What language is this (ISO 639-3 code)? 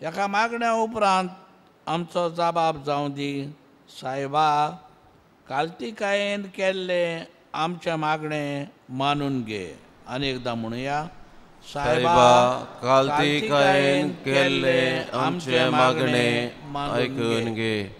kok